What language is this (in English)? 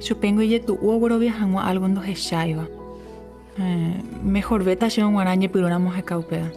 Guarani